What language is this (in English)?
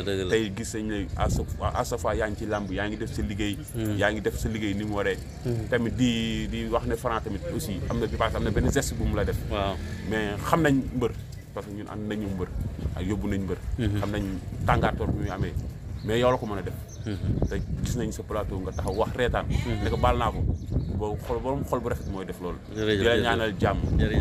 Wolof